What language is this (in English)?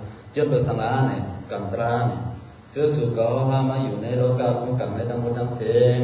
Shan